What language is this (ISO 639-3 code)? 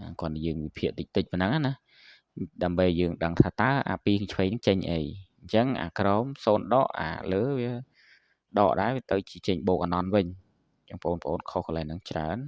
khm